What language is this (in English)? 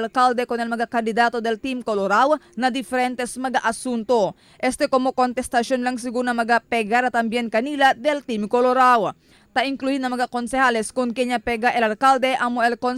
Chavacano